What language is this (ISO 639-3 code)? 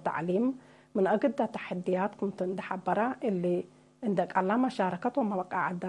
tig